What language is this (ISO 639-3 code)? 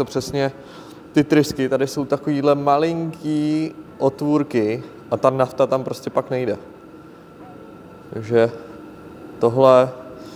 ces